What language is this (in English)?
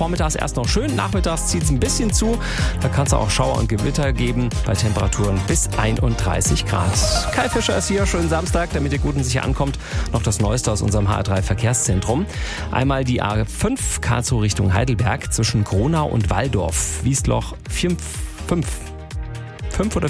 German